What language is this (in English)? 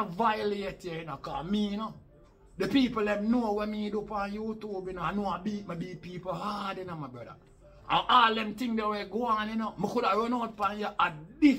Jamaican Creole English